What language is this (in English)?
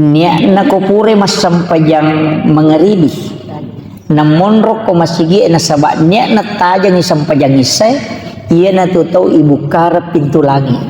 Buginese